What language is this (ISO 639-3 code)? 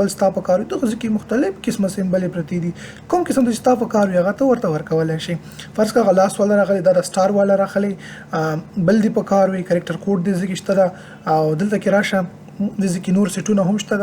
pus